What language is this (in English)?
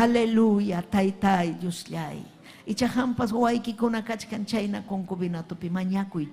Ayacucho Quechua